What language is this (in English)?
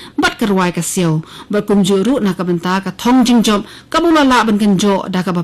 Khasi